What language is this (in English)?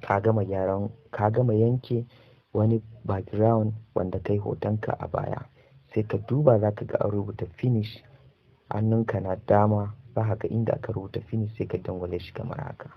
Hausa